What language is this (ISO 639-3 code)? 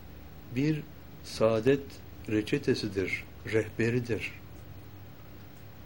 tur